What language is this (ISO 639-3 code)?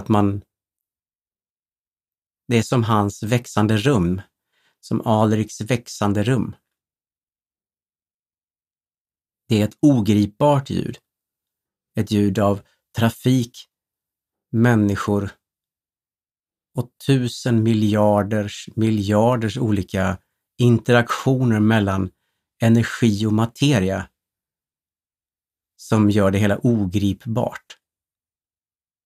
swe